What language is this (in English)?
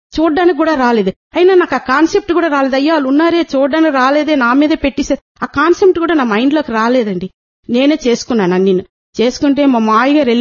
Telugu